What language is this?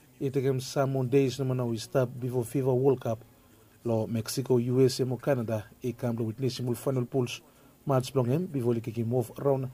Bislama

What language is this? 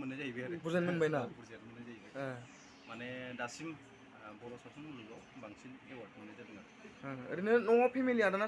Bodo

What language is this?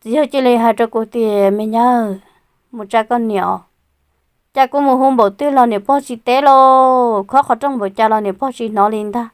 Hmong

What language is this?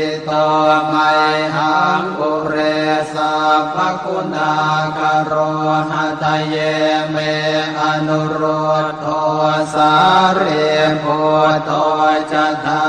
Pali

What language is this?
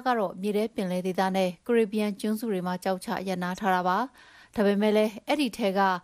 Burmese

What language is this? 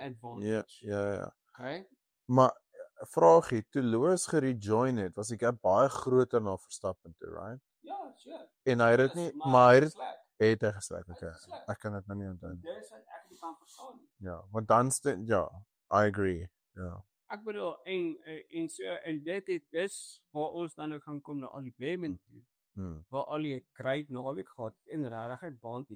Afrikaans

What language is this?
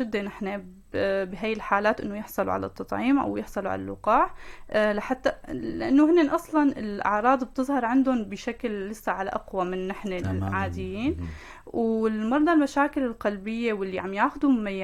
North Levantine Arabic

